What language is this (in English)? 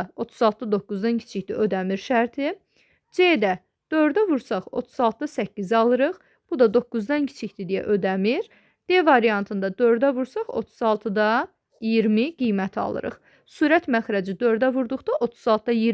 Azerbaijani